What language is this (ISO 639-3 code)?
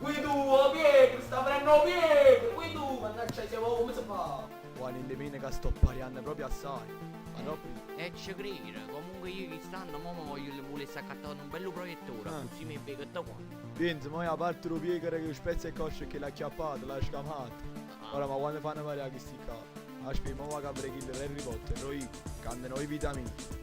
nap